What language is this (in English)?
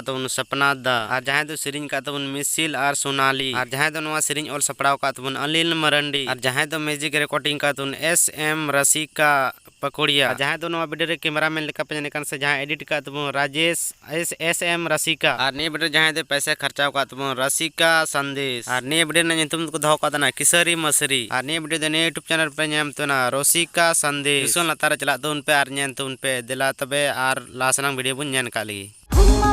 Santali